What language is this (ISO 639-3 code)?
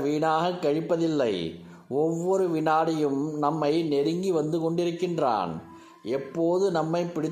tam